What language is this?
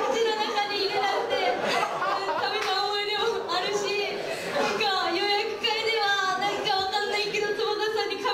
Japanese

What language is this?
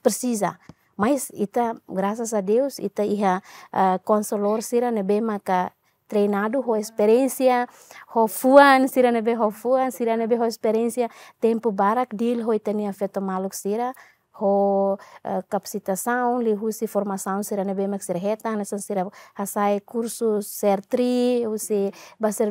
Tetum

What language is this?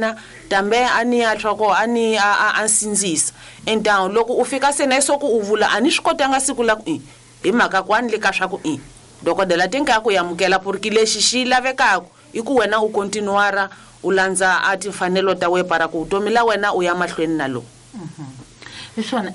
Tsonga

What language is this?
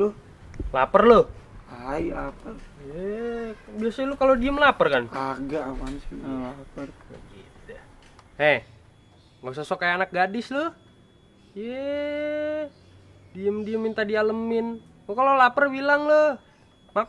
Betawi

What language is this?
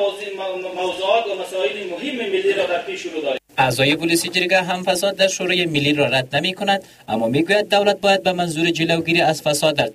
Persian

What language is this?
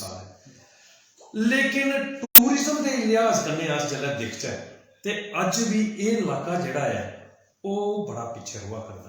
Dogri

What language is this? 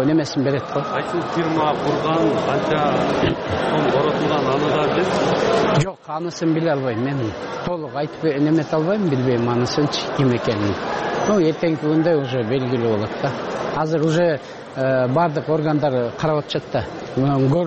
Kyrgyz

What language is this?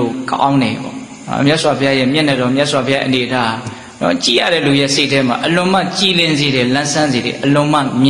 Burmese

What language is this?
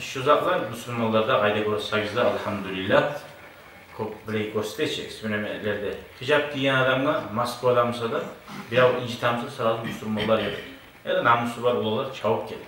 Kumyk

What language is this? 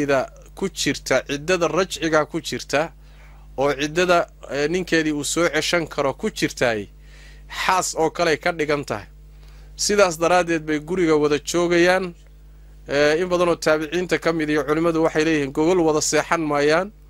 Somali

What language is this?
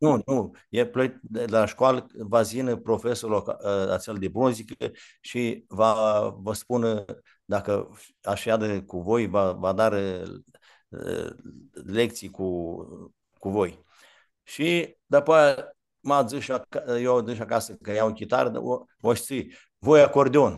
Aromanian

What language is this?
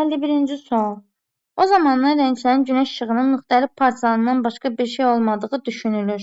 Azerbaijani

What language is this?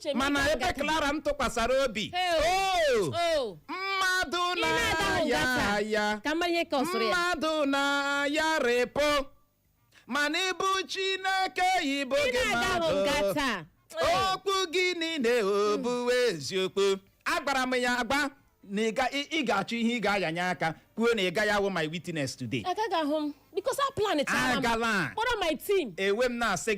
Igbo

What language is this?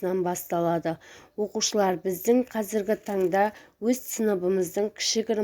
Kazakh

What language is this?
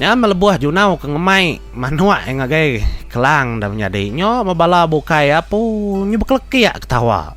Iban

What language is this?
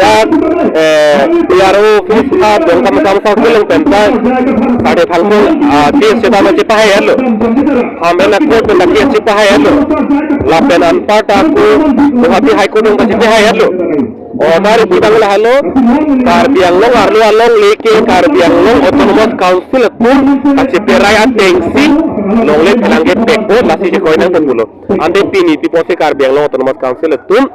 Karbi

